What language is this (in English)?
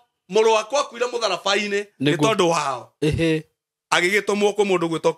Kikuyu